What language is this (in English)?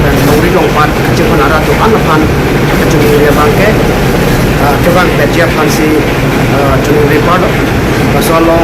Karbi